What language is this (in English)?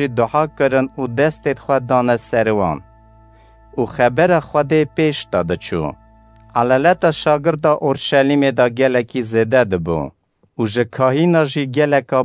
Kurdish